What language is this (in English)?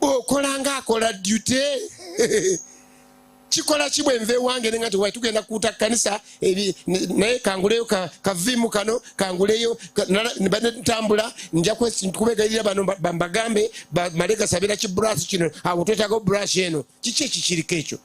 Ganda